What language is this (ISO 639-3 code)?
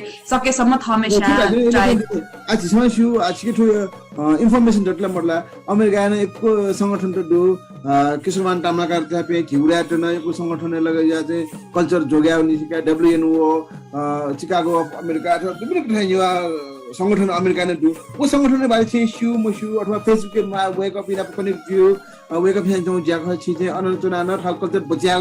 new